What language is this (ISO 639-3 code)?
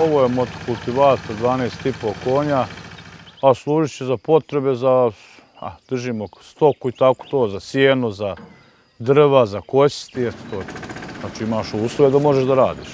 bos